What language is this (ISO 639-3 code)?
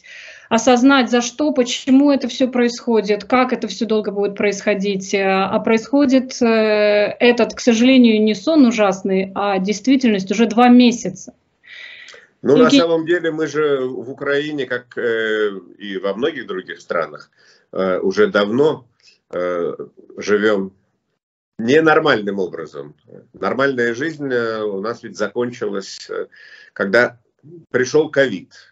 rus